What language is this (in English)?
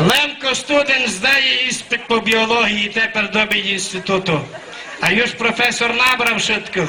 Rusyn